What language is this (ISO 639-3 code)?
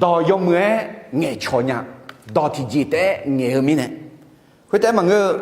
ahk